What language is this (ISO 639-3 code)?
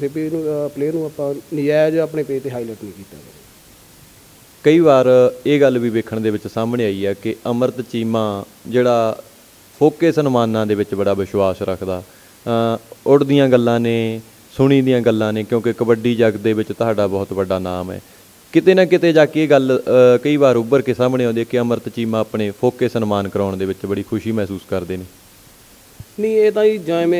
pan